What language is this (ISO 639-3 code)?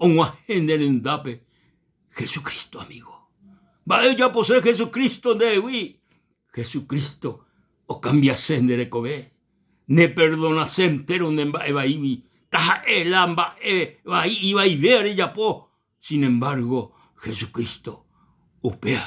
grn